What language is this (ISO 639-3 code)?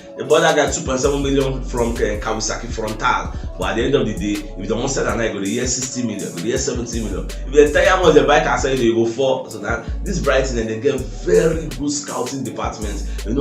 pcm